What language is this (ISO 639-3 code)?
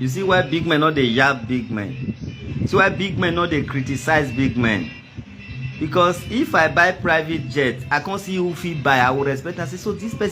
pcm